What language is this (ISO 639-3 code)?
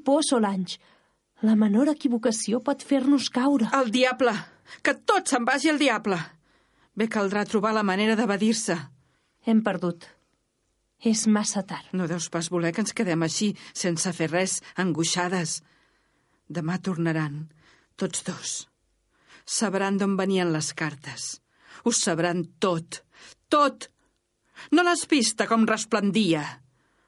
cat